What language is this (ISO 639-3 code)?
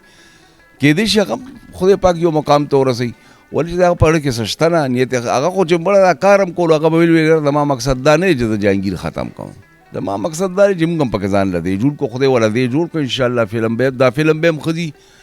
pus